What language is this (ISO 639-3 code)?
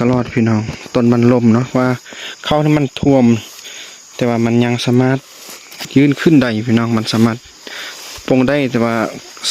lao